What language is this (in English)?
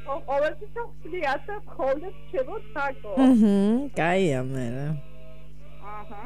Georgian